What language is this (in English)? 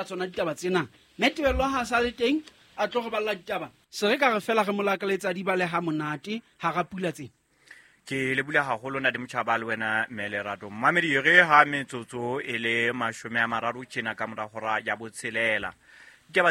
Southern Sotho